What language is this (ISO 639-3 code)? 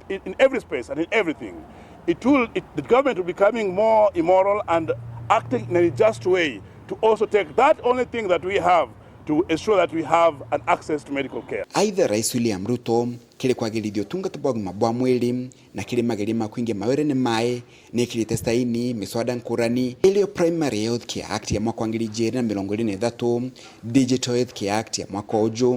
mer